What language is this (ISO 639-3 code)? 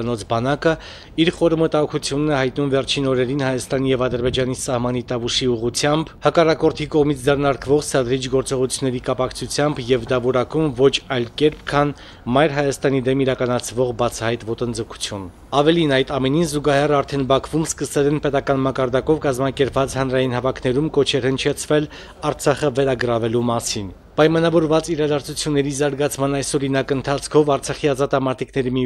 hye